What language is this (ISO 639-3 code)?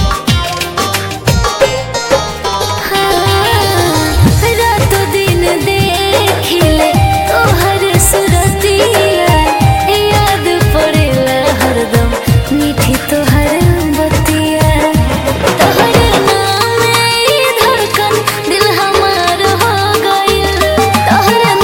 bho